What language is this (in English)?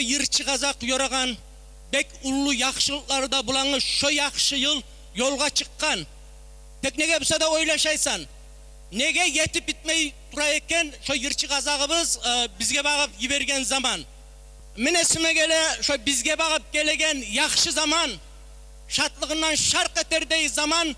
Kumyk